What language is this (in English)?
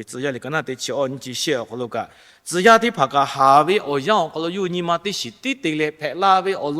Lahu